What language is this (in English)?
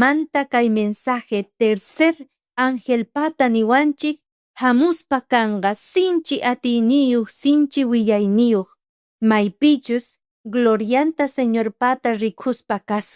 South Bolivian Quechua